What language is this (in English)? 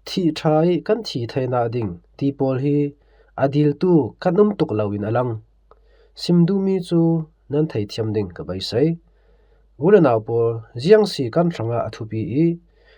Falam Chin